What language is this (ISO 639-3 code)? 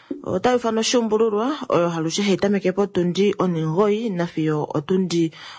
kua